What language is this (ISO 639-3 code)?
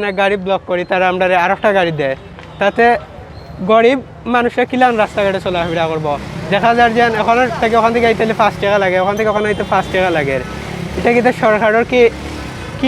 syl